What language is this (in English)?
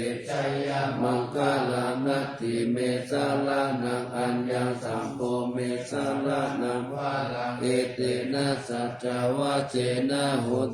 Pali